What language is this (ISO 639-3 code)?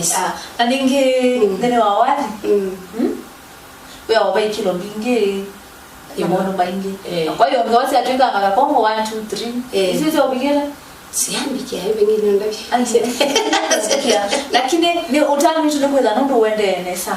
kam